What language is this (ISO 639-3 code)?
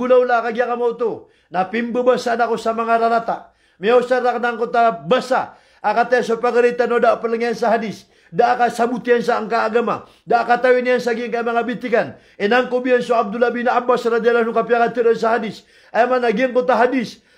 mrw